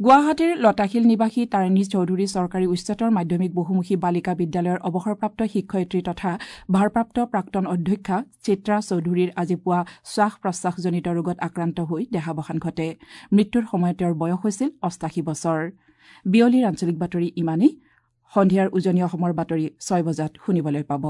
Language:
Assamese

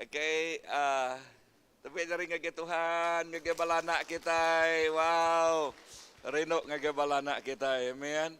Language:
Iban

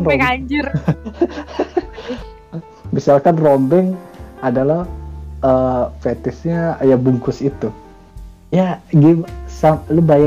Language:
Indonesian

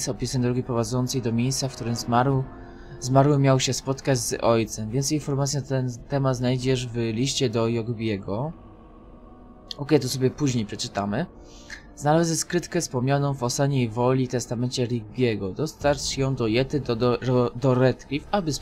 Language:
Polish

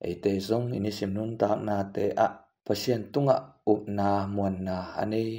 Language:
Tedim Chin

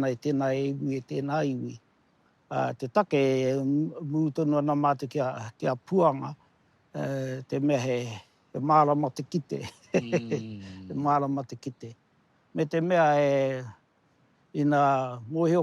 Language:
Māori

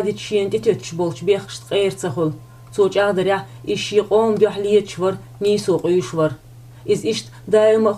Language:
Chechen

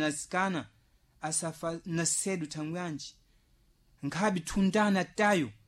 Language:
Sena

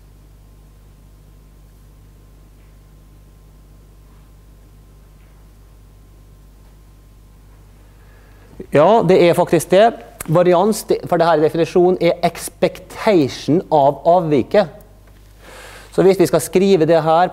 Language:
Norwegian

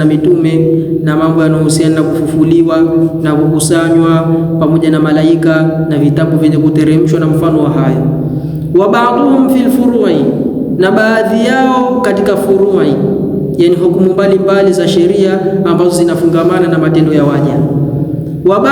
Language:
Swahili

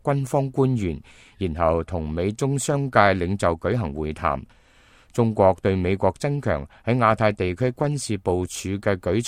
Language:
Cantonese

